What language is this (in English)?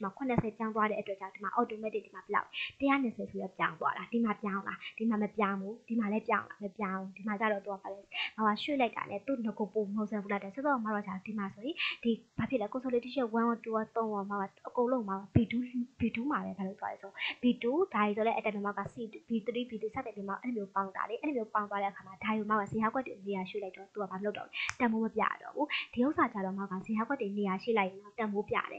Burmese